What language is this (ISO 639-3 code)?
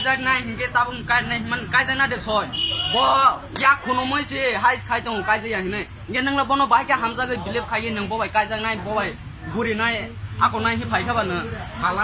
trp